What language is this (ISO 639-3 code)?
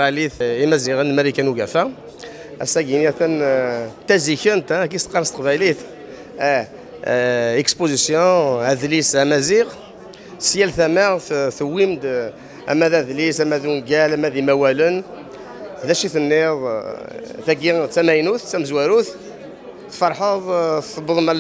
kab